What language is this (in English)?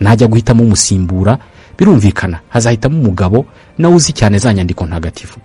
Kinyarwanda